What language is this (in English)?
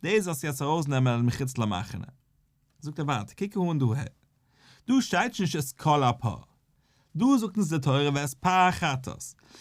Yiddish